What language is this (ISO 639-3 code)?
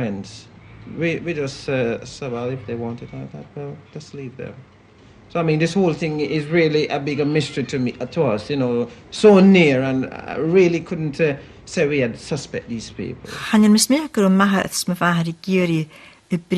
gla